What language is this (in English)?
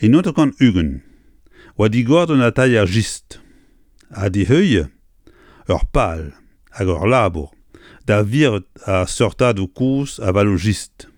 Breton